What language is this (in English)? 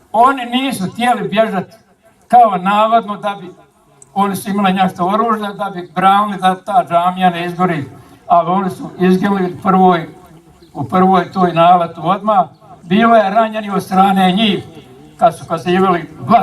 Bosnian